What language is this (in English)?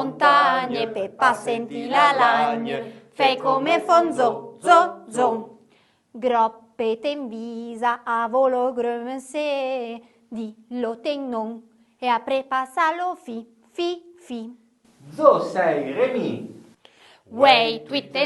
Arpitan